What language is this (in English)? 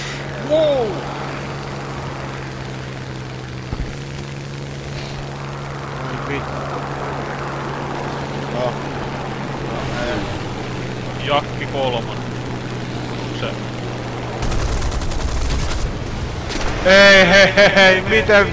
Finnish